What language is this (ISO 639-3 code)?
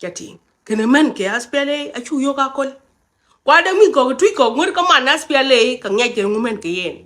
nus